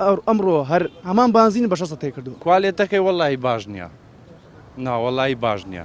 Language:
Central Kurdish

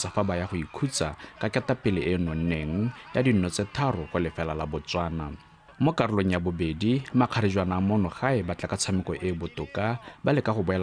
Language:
Tswana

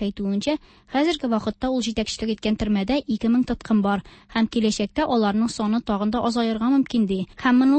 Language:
Tatar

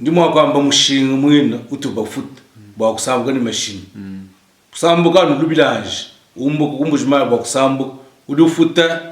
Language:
Luba-Lulua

